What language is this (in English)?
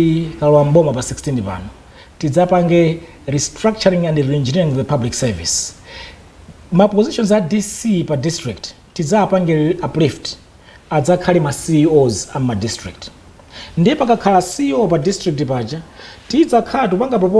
Nyanja